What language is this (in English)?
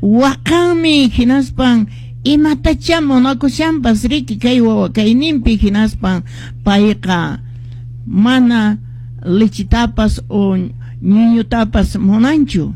Quechua